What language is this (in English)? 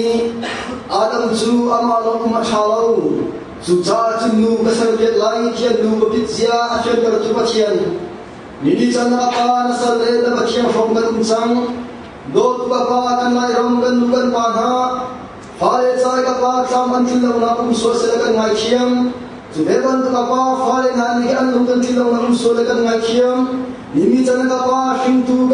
Hakha Chin